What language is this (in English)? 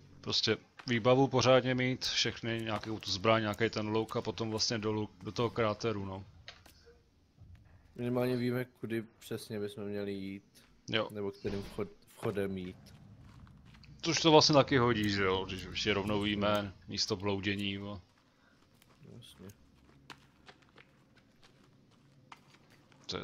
Czech